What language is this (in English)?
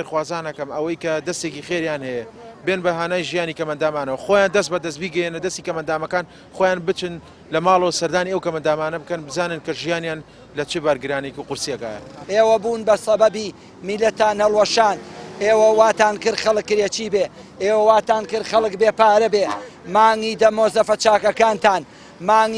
Central Kurdish